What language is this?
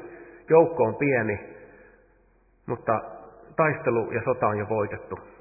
Finnish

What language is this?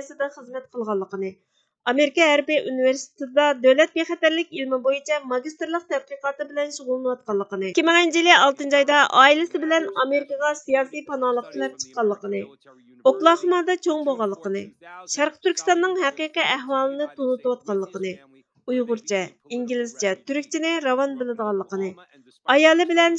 Uyghur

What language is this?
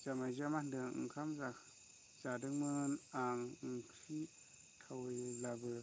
Bodo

